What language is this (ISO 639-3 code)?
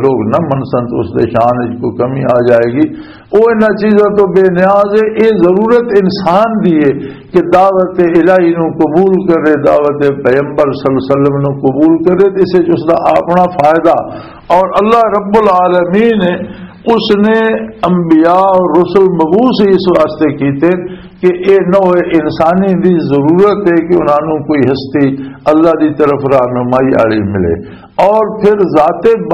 lah